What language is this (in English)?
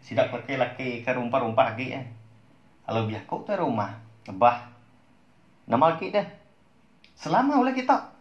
Iban